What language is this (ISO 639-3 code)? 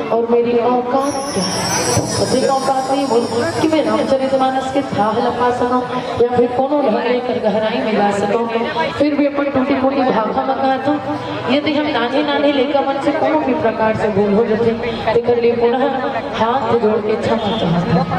hne